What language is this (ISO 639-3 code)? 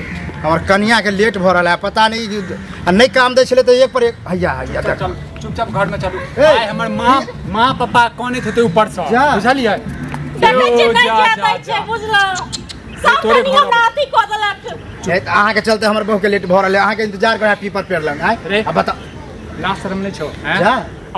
mai